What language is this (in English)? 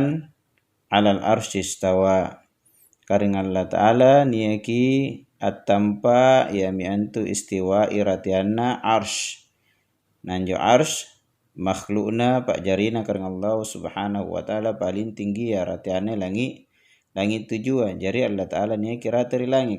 Makasar